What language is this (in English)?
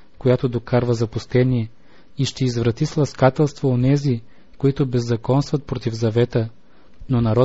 Bulgarian